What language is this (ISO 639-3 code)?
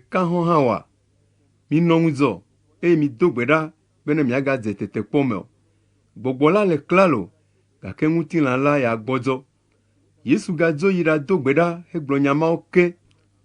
ewe